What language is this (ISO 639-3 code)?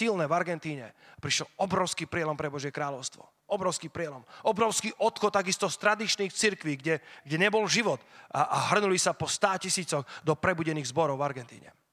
slk